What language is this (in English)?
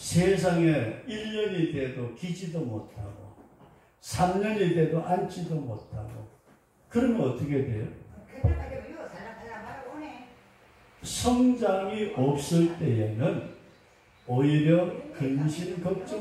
Korean